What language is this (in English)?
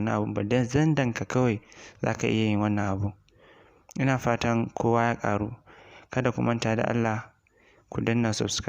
Hausa